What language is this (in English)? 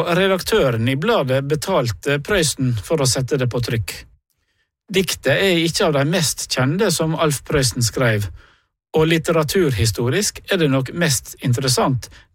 Norwegian